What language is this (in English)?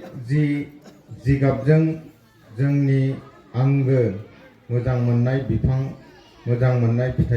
Bodo